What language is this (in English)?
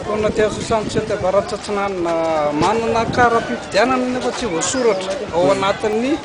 Malagasy